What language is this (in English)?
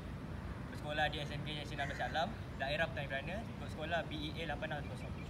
Malay